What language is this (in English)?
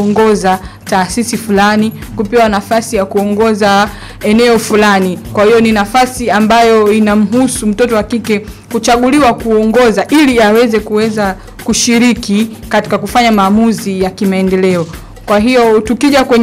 Swahili